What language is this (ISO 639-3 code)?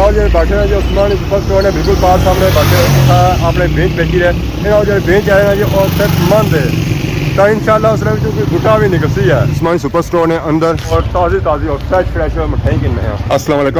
phr